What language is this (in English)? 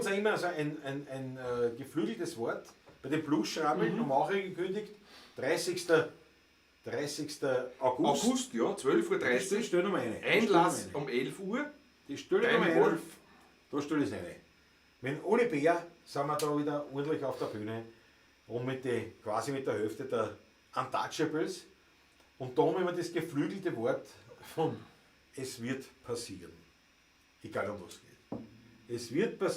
Bavarian